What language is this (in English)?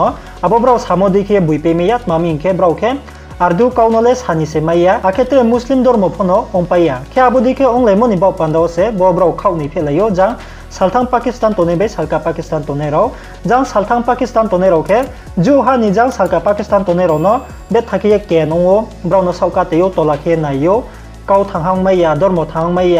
Riang (India)